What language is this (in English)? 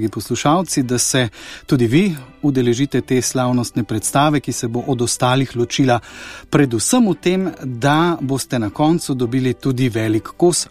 Slovenian